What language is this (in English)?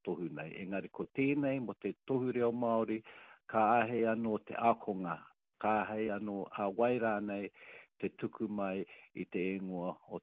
Māori